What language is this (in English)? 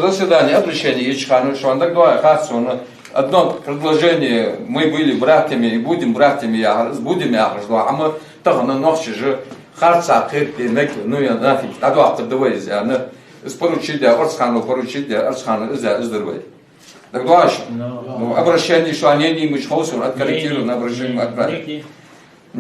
Ingush